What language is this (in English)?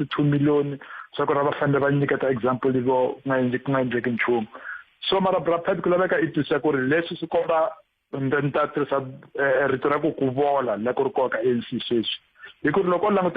Tsonga